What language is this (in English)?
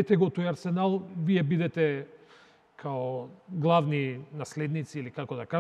Macedonian